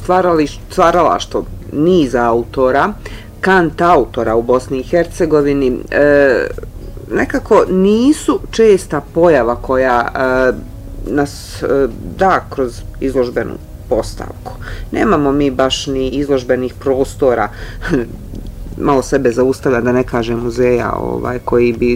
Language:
Bosnian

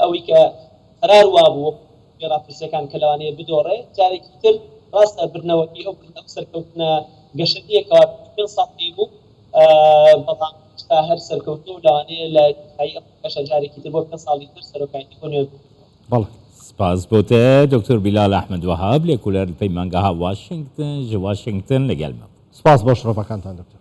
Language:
Central Kurdish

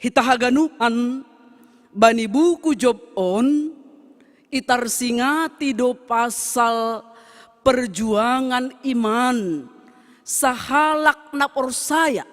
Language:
Batak Simalungun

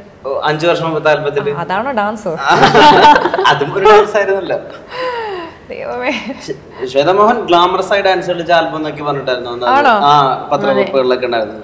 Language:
Malayalam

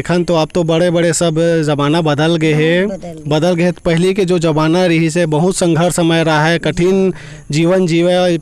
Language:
Chhattisgarhi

